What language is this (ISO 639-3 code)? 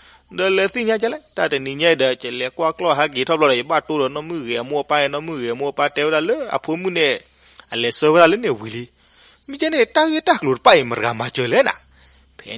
ksw